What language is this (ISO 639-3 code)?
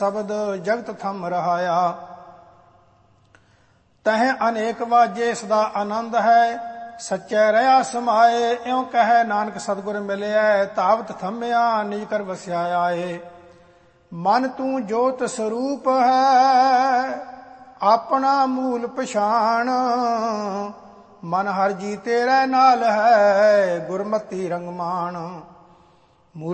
pan